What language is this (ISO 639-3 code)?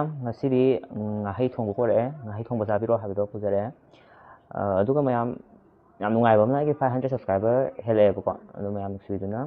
mni